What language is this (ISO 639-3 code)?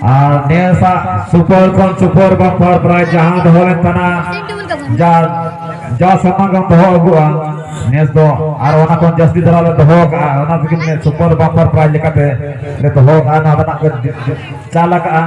sat